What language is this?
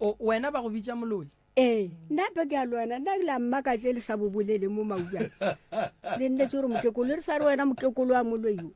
Northern Sotho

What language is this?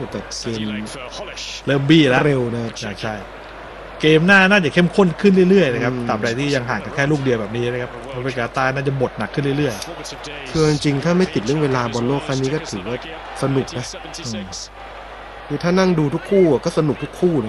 Thai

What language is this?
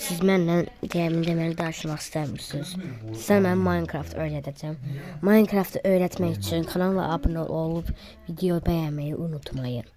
Azerbaijani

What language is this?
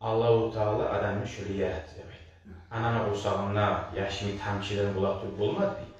Kumyk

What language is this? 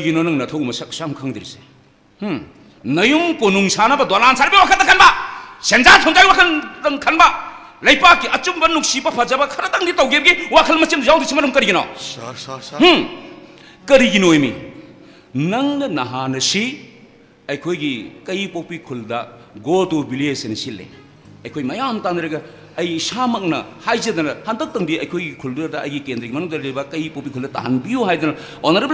Manipuri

